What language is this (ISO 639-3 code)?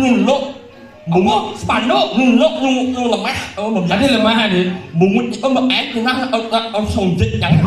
ban